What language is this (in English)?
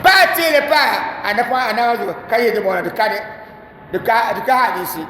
Dagbani